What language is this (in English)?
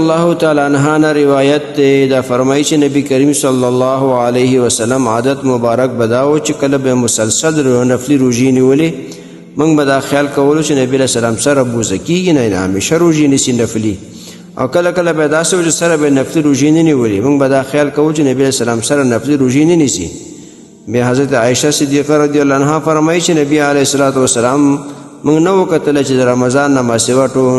Pashto